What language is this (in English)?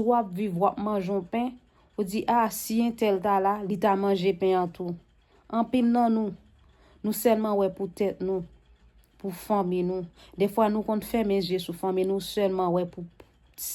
Haitian Creole